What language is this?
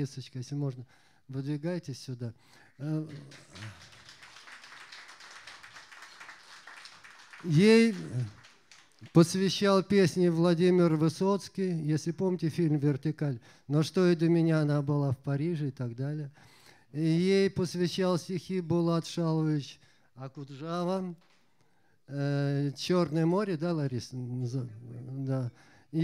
Russian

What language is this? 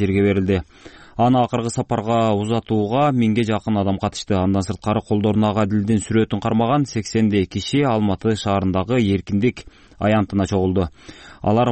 Kyrgyz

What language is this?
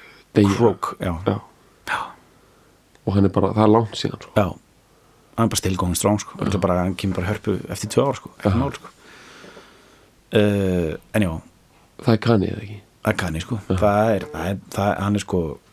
Icelandic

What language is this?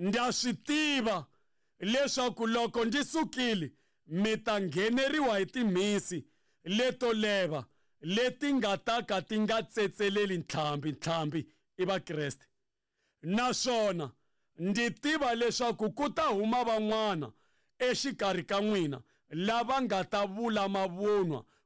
Tsonga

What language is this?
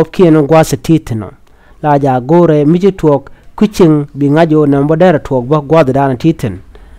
Nuer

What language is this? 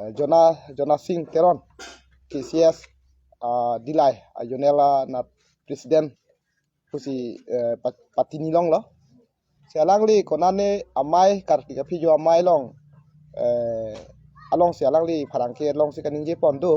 Karbi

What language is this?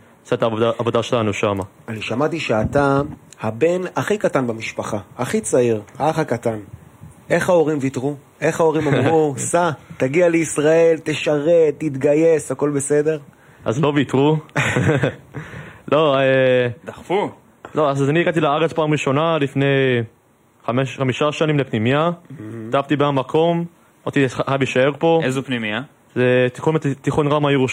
Hebrew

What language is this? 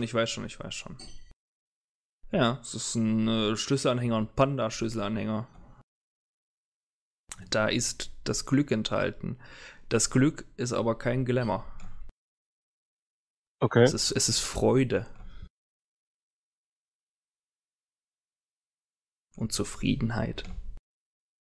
German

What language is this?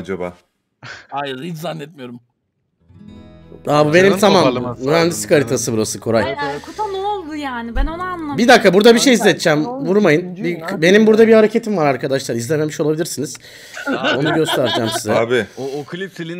Turkish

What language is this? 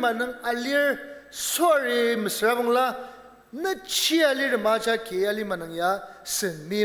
Ao Naga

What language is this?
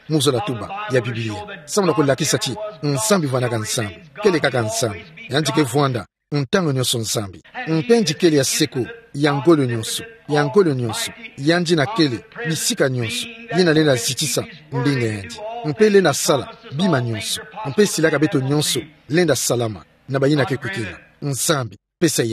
Kituba (Democratic Republic of Congo)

